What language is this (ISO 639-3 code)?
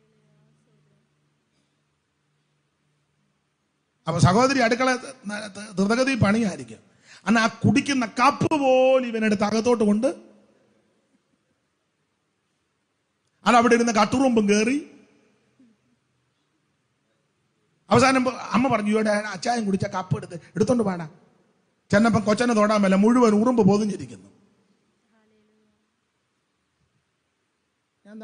mal